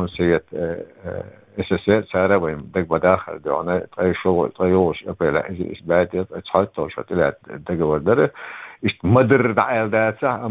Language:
Chechen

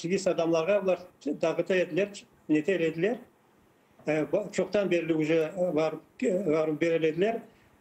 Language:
Crimean Tatar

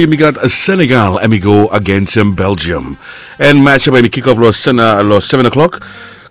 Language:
Bislama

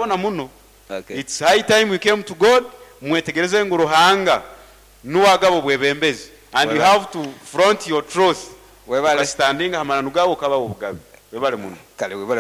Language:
Nyoro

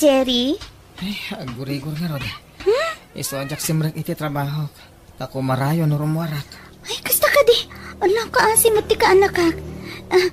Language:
Iloko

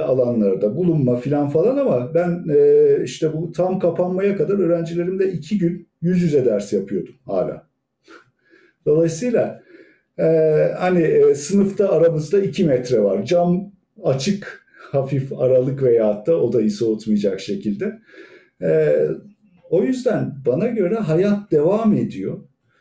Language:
Turkish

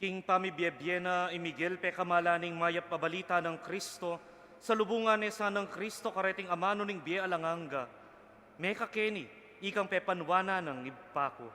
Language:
Pampanga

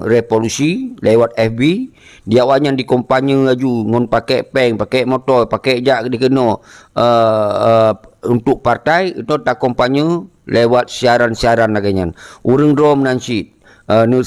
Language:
Achinese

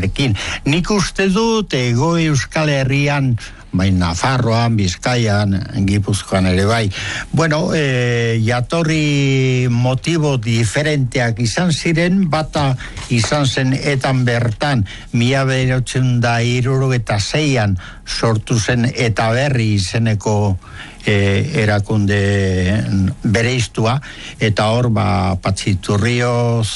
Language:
Basque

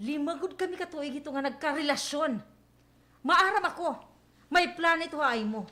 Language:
Waray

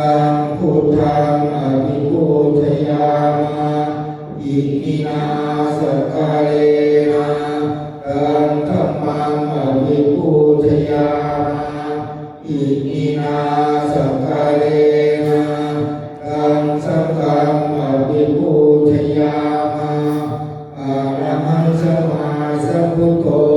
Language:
Pali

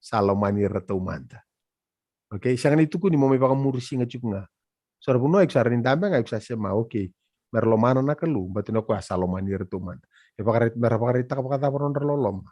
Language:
Fijian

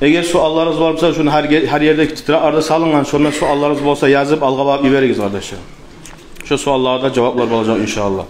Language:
Kumyk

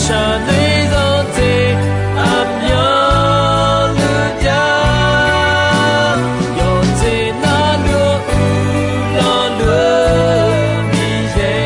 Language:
Akha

